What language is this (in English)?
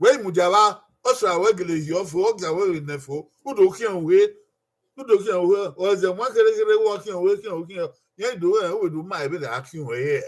Bini